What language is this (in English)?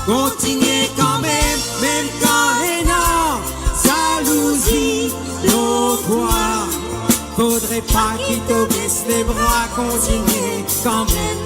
Morisyen